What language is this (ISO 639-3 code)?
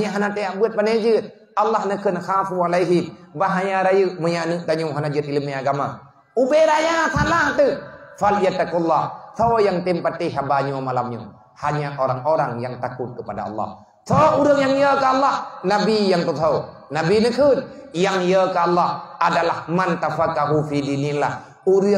ace